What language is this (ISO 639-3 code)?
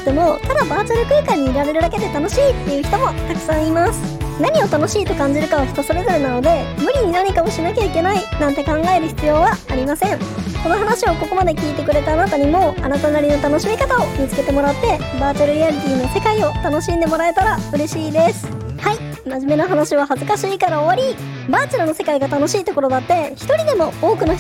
jpn